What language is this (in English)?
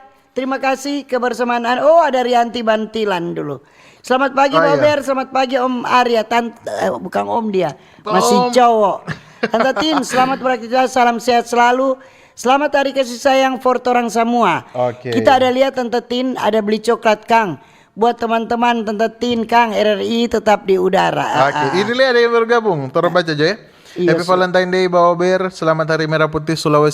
Manado Malay